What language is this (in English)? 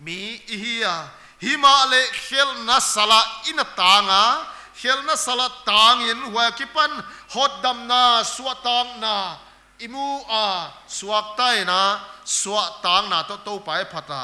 Paite Chin